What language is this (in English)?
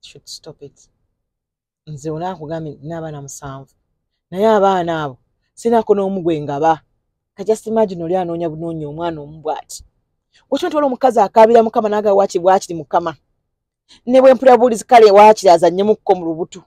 Ganda